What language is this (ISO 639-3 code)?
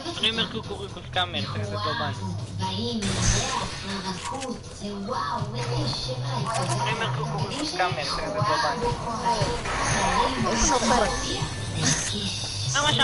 heb